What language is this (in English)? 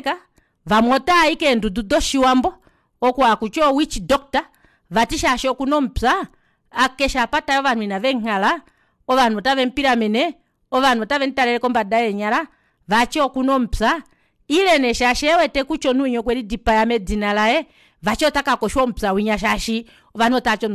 Kuanyama